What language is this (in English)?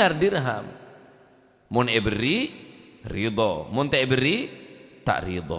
Madurese